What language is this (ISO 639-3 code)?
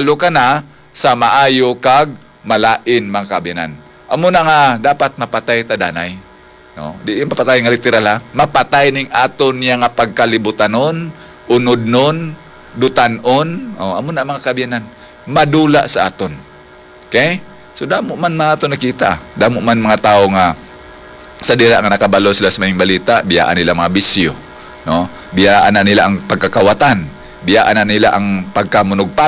hil